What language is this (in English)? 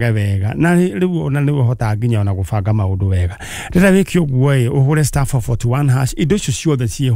Kikuyu